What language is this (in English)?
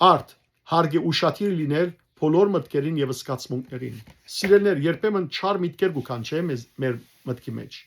Western Armenian